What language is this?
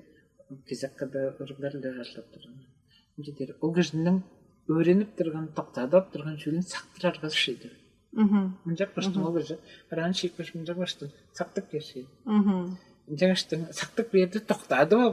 Tuvinian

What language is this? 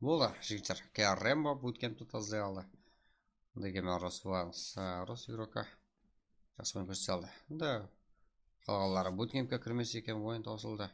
Kara-Kalpak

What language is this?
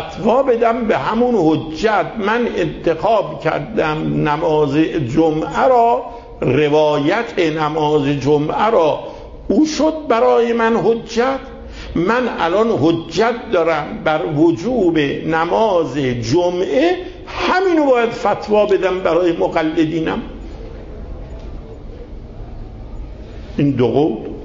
Persian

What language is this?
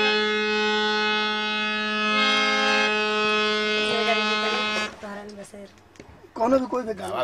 Bhojpuri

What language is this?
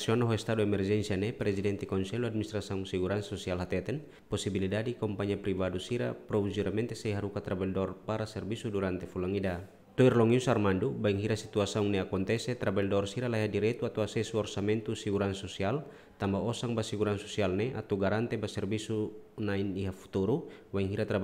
Tetum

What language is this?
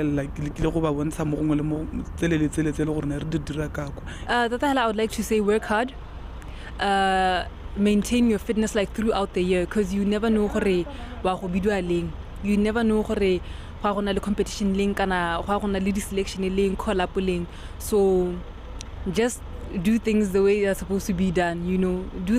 Tswana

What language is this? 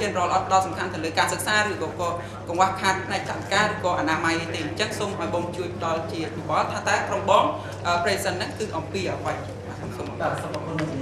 Khmer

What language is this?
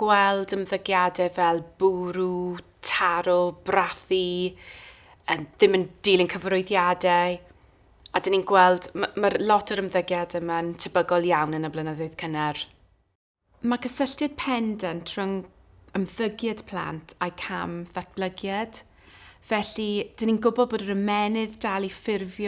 Welsh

